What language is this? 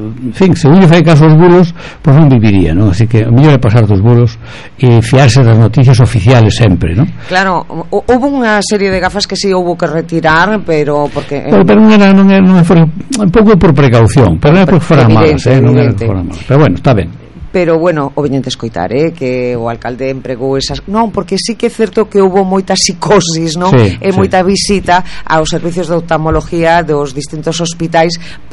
Galician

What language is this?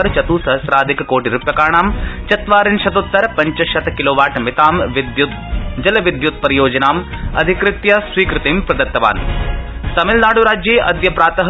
Sanskrit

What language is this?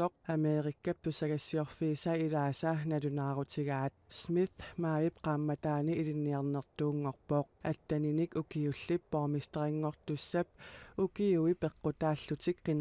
Kalaallisut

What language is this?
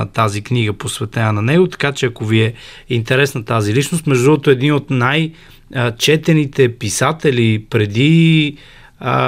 Bulgarian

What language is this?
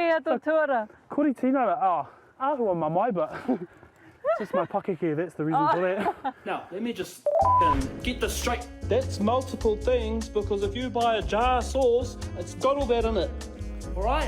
Māori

